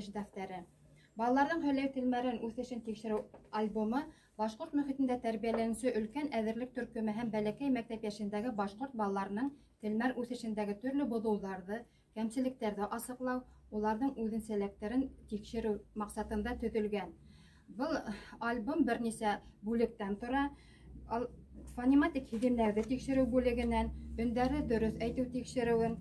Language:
Bashkir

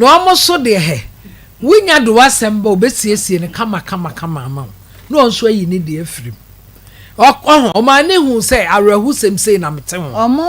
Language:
Akan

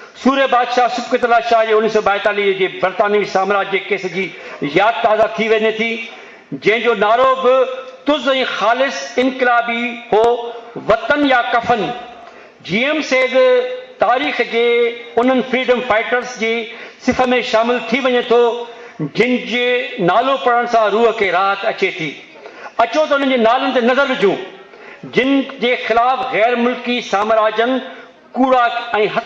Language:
Sindhi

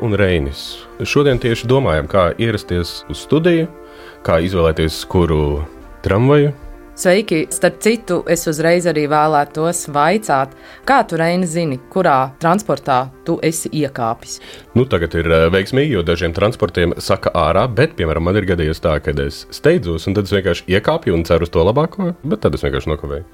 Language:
Latvian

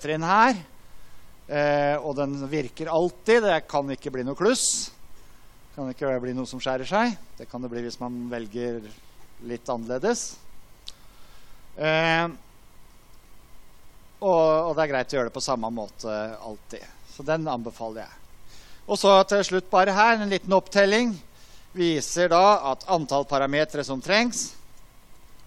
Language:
Norwegian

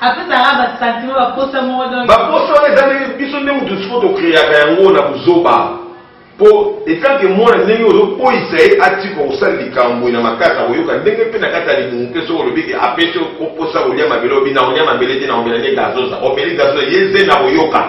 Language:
Lingala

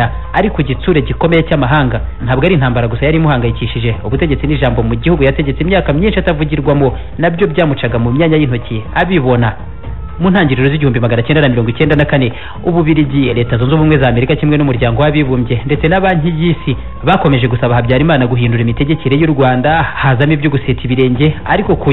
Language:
Kinyarwanda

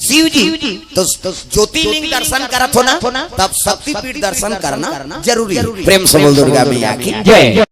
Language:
Chhattisgarhi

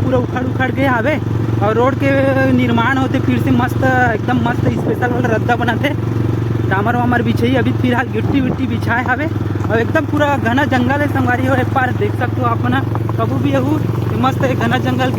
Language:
Chhattisgarhi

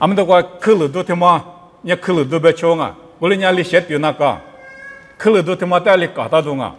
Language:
Lisu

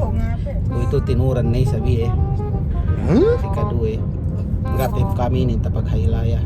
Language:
Yakan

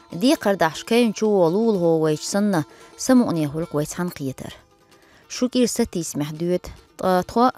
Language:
Chechen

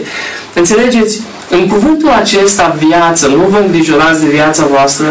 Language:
Romanian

